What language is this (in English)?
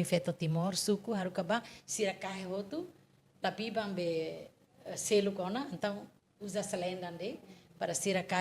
Tetum